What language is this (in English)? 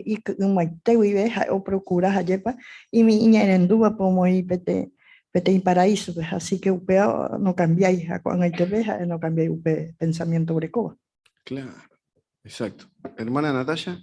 Guarani